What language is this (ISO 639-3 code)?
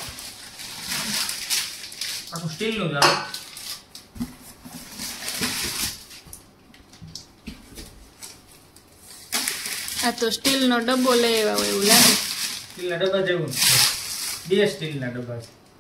guj